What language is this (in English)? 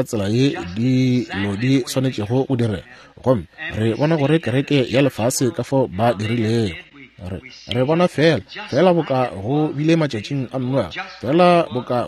Northern Sotho